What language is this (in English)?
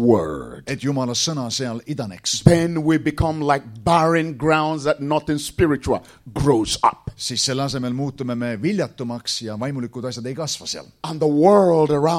Estonian